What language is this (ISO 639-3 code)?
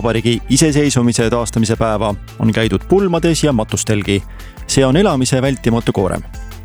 est